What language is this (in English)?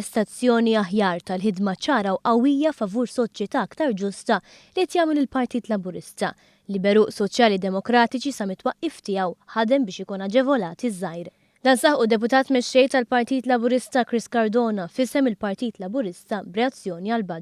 Maltese